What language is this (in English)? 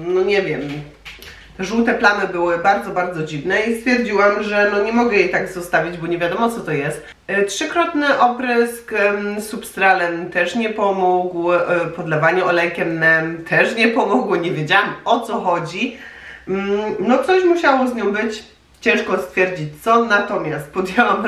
Polish